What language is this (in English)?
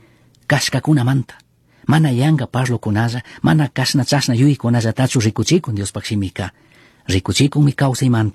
Chimborazo Highland Quichua